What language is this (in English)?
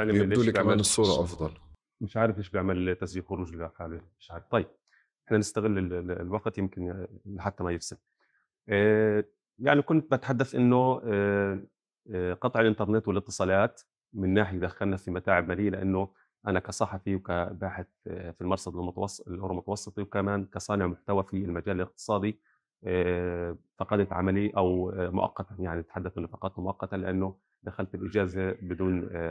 North Levantine Arabic